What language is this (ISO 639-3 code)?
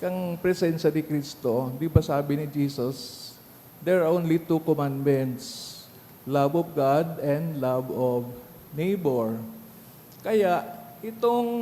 bik